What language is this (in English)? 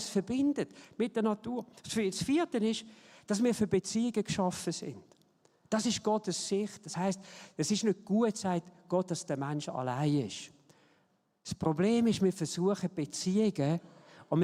Swiss German